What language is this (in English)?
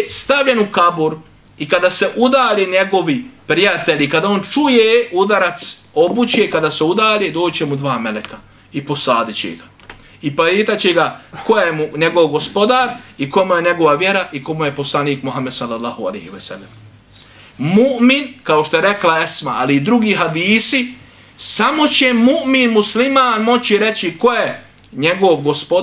Bosnian